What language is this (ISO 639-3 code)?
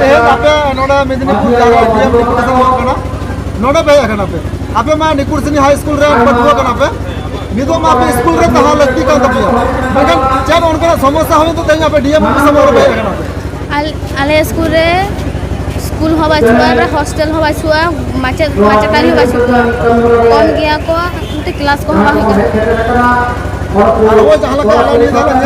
sat